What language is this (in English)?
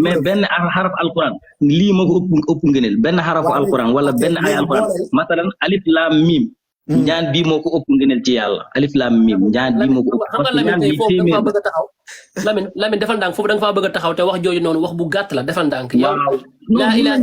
Wolof